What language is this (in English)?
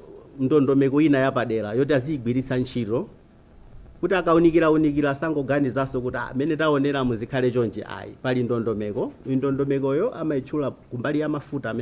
Nyanja